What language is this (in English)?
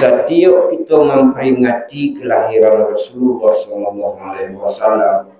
Minangkabau